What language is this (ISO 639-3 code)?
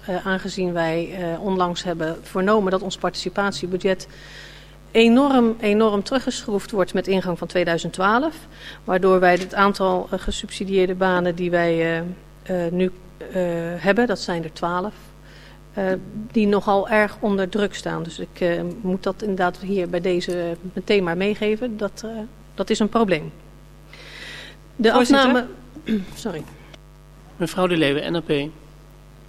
nld